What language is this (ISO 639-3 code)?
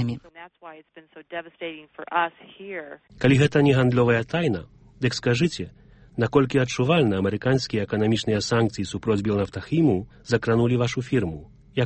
bel